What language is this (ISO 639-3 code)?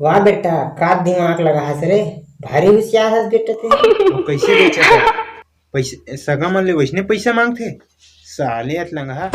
hne